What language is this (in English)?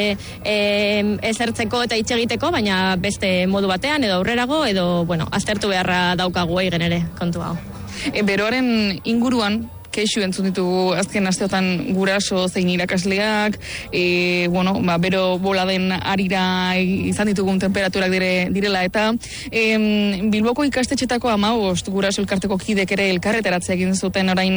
Basque